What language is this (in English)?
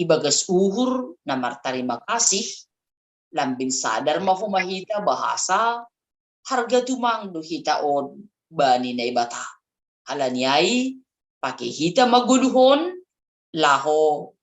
Batak Simalungun